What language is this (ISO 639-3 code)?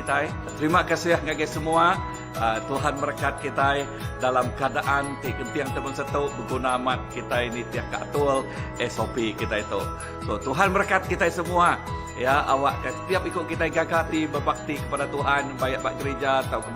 iba